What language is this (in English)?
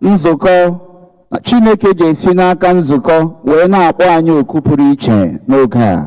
Igbo